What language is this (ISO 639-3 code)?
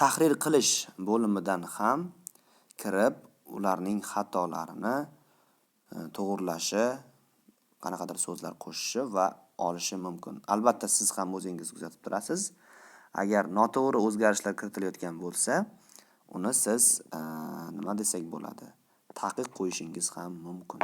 uzb